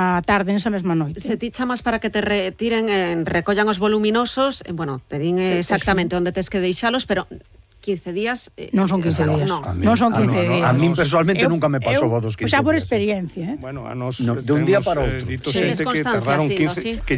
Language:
Galician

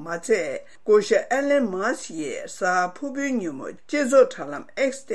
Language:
Tibetan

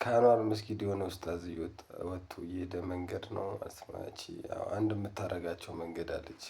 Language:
Amharic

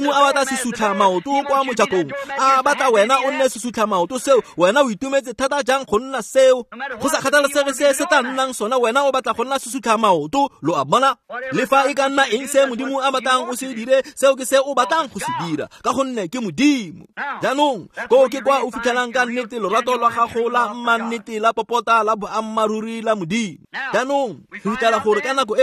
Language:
Tswana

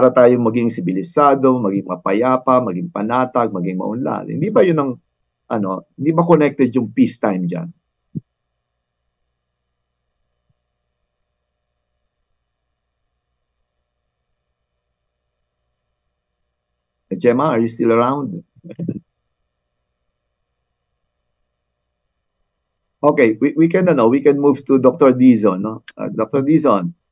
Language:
Filipino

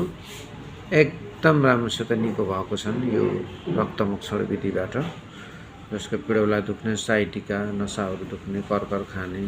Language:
Nepali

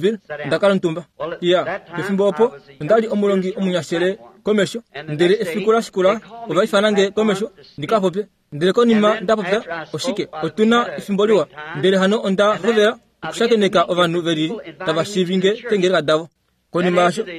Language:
Kuanyama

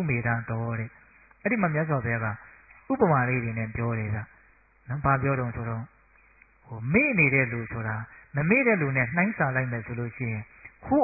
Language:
Burmese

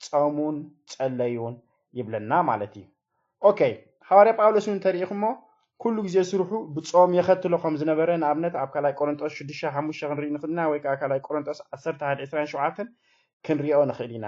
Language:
Tigrinya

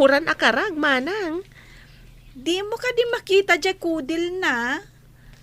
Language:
Iloko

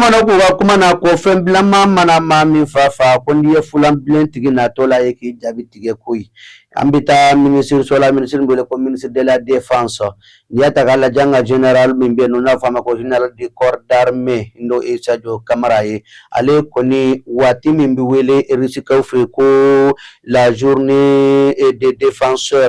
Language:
Bambara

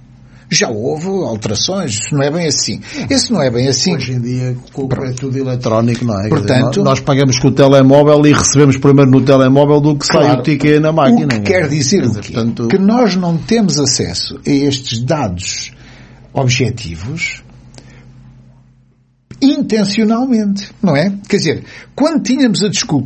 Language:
Portuguese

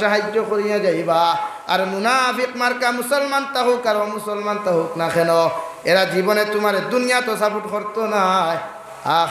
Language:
Sylheti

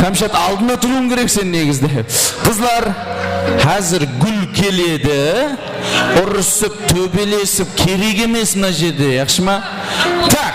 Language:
Kara-Kalpak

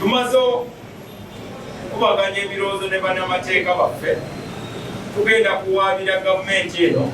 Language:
Ganda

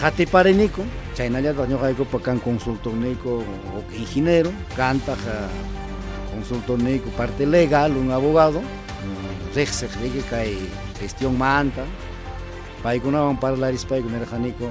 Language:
Ayacucho Quechua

